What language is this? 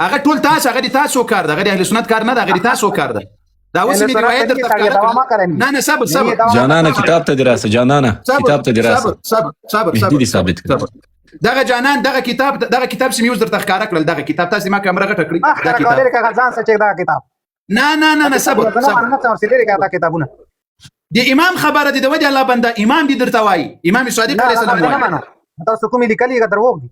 Pashto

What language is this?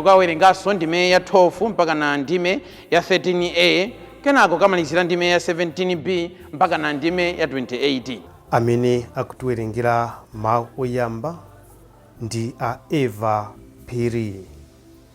Nyanja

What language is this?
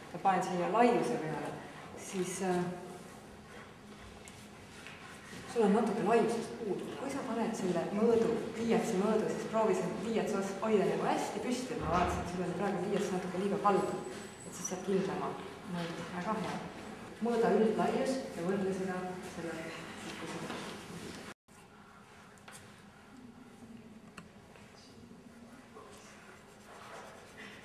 Estonian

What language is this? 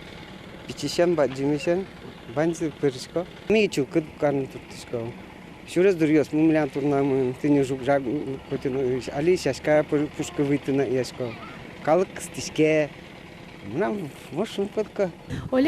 Udmurt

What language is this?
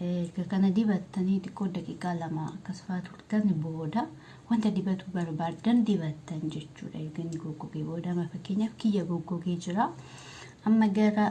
Oromo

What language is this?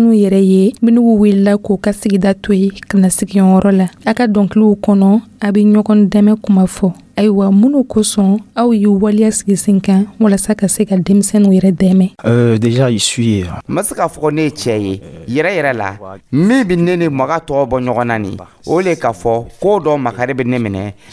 Dyula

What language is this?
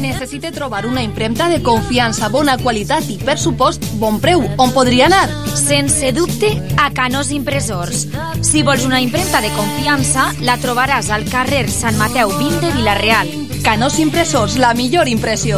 Catalan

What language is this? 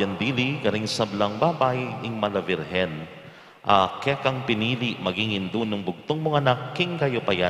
Pampanga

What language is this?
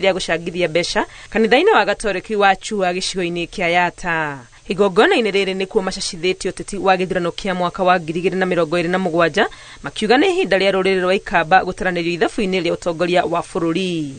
Kikuyu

